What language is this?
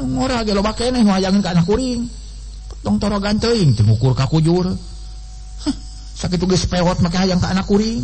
Sundanese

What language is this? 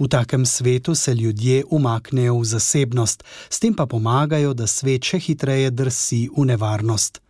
Slovenian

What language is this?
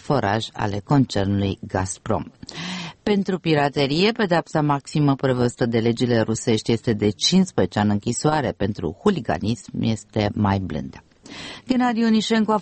Romanian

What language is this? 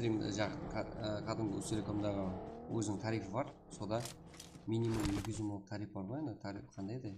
Kara-Kalpak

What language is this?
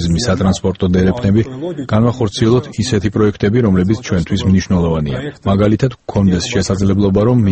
Georgian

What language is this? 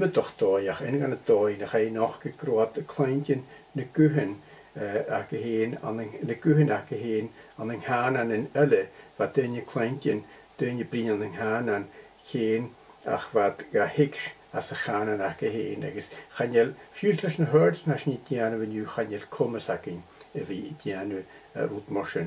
Scottish Gaelic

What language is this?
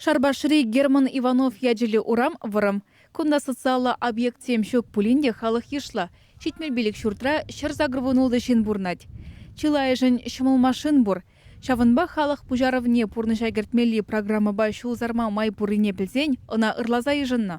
Chuvash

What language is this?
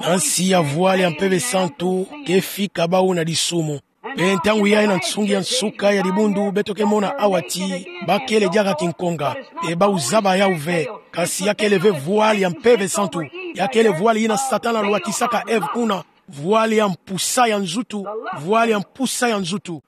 Kituba (Democratic Republic of Congo)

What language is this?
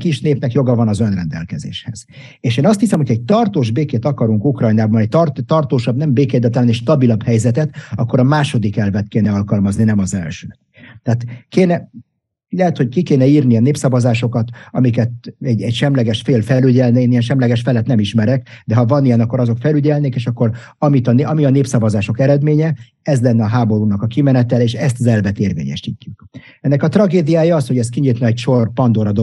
Hungarian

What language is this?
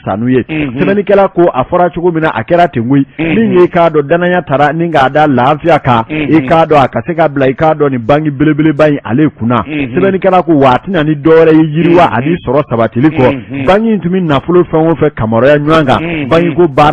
Bambara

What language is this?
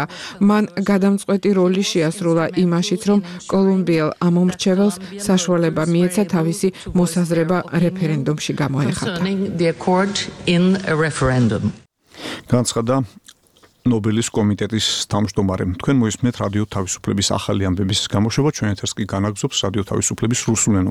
Georgian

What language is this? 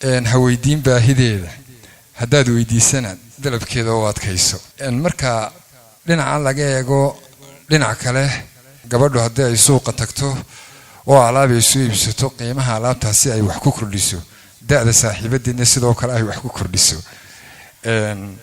Somali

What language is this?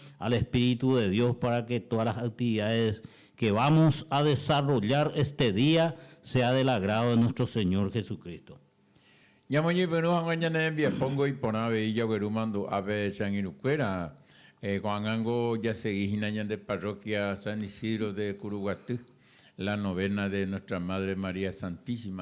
Guarani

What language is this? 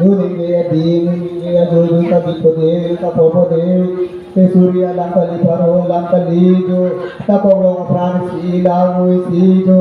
Karbi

